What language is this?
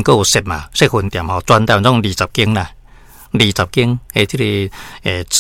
Min Nan Chinese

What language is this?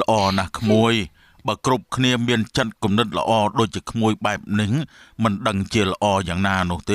Khmer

